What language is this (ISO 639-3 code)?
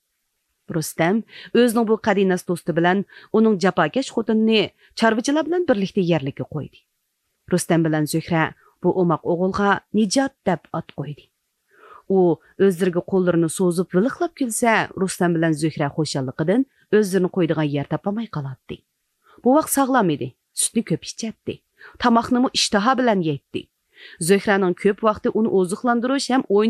uig